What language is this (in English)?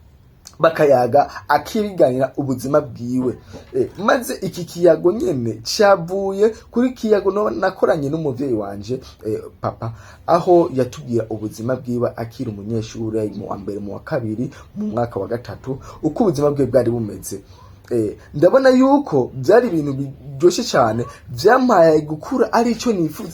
Rundi